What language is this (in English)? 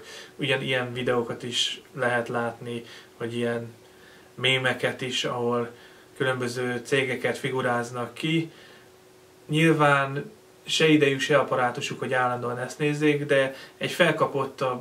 Hungarian